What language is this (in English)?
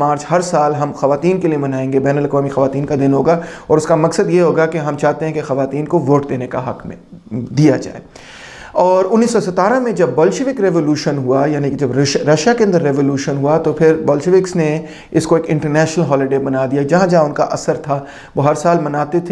Urdu